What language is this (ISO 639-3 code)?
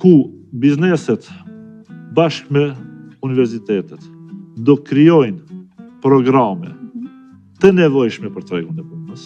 sqi